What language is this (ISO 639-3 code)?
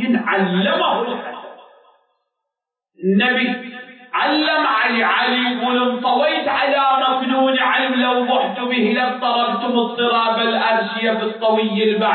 ara